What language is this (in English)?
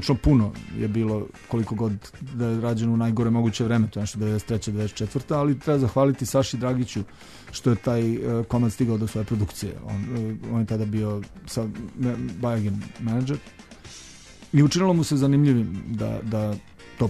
Serbian